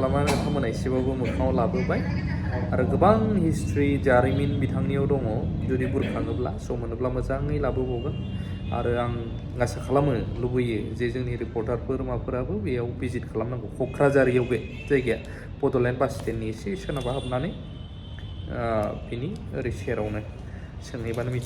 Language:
Bodo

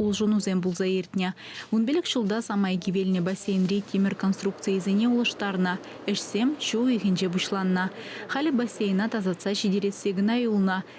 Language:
Chuvash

